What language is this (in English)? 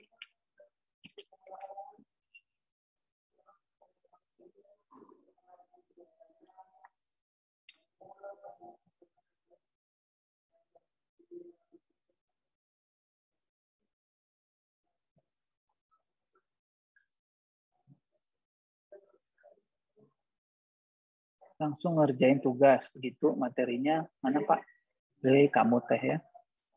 Indonesian